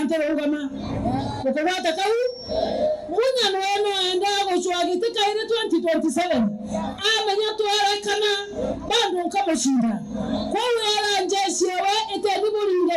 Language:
Meru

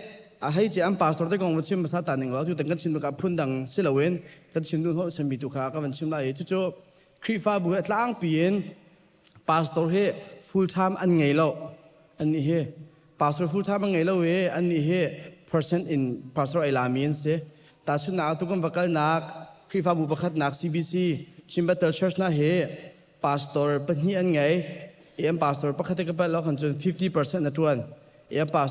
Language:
Hakha Chin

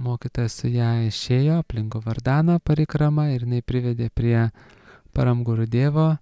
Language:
Lithuanian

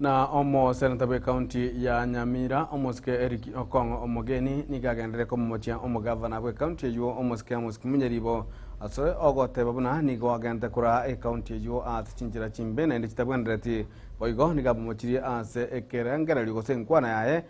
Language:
Gusii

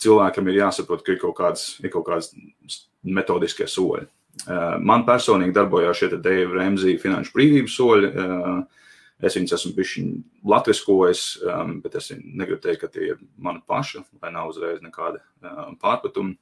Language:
Latvian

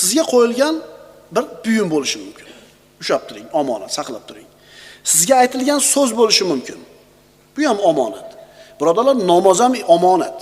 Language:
Uzbek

